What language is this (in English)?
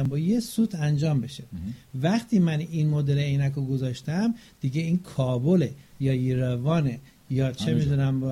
Persian